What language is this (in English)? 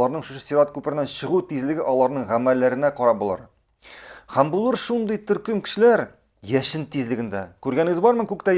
Tatar